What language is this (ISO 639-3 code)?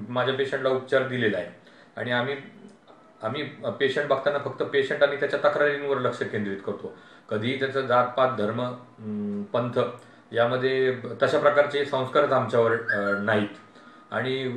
mar